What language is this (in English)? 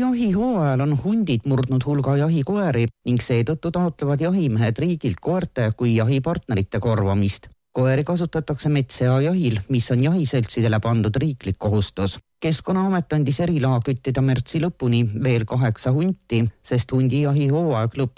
Estonian